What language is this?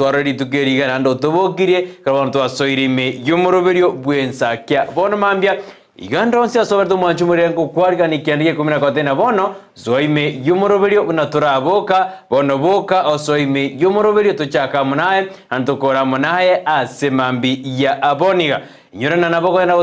Gusii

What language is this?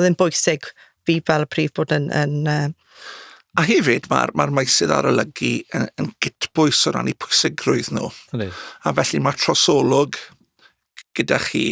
Welsh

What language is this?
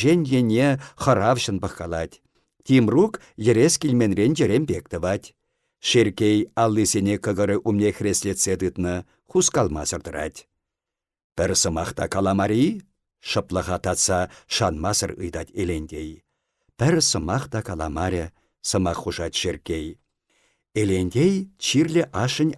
Chuvash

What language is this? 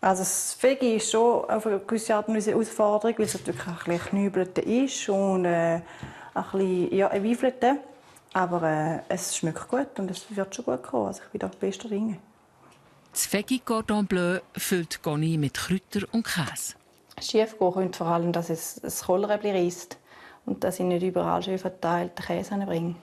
Swiss German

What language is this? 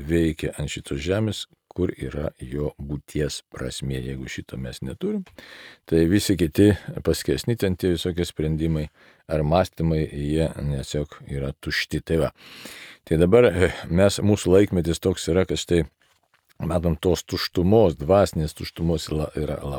Lithuanian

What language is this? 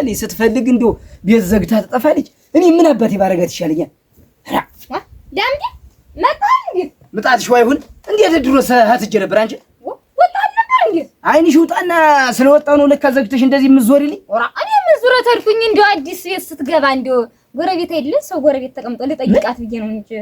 Amharic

